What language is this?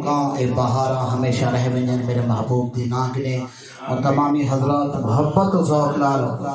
Saraiki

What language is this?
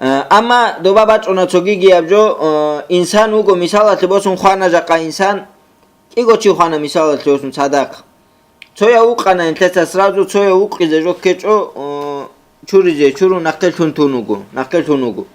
Avaric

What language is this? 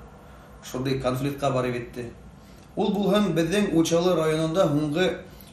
Bashkir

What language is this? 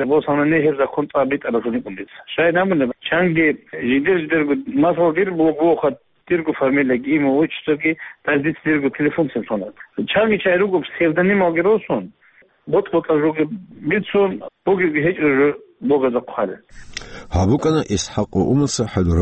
Avaric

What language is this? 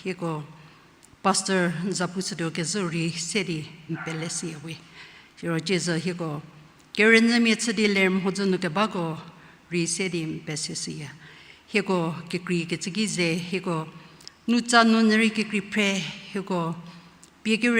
Angami Naga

